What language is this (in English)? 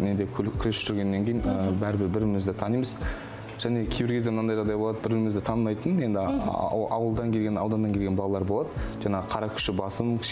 Kazakh